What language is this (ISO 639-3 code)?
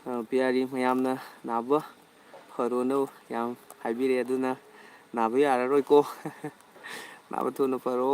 mni